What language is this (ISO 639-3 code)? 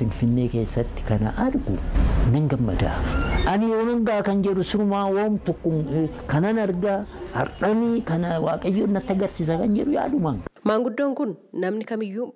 orm